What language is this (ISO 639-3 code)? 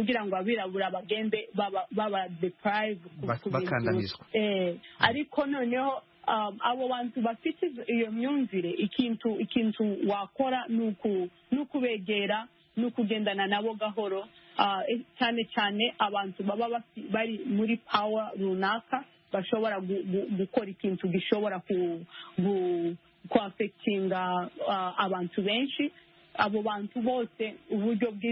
kin